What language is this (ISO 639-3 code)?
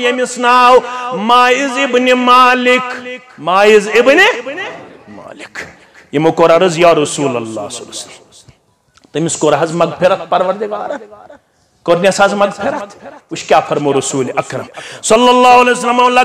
kas